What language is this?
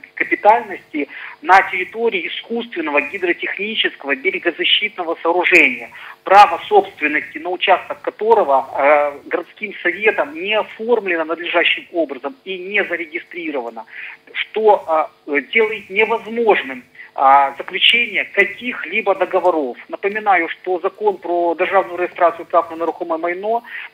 Russian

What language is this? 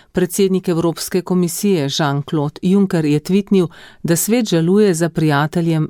Slovenian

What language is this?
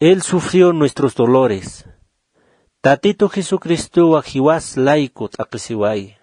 Aymara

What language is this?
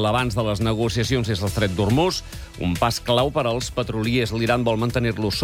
Catalan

